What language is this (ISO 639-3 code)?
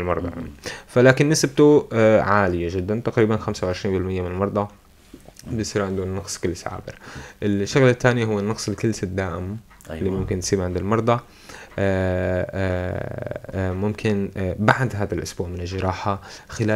apc